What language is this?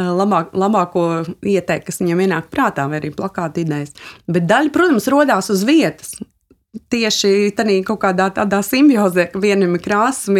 Latvian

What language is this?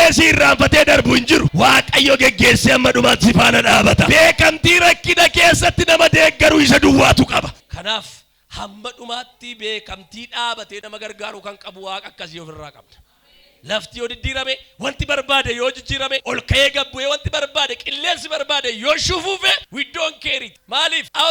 Oromo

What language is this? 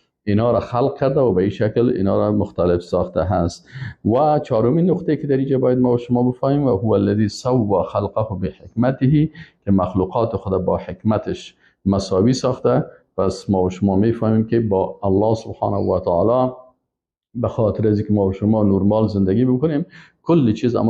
Persian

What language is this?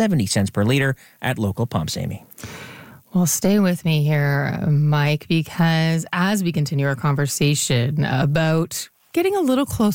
English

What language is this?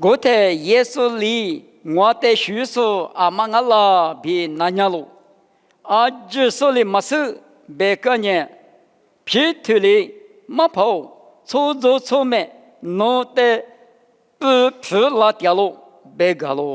Lisu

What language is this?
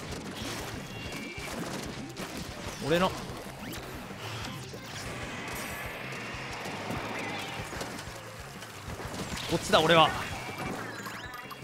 Japanese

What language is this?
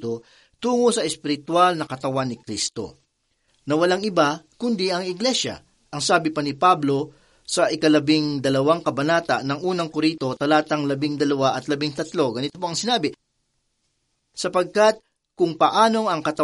Filipino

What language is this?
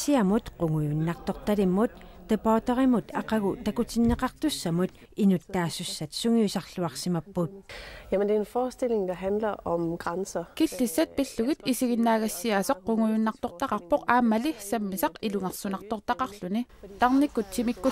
Kalaallisut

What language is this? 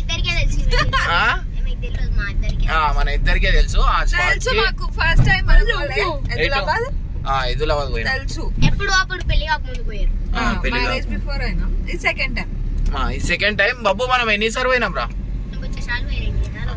Telugu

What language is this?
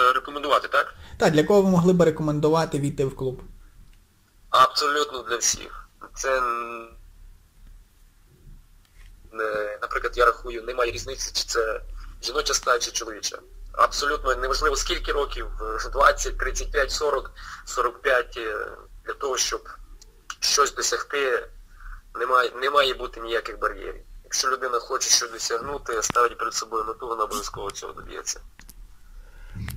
Ukrainian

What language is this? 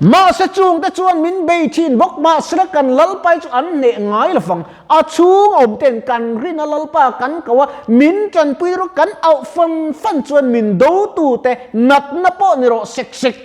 Mizo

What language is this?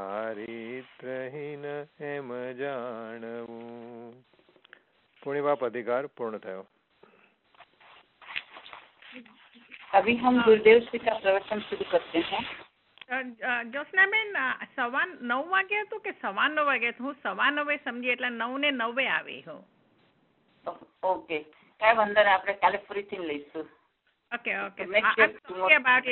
Gujarati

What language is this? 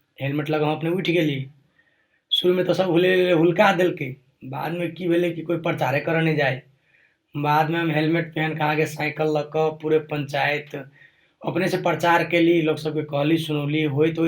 Maithili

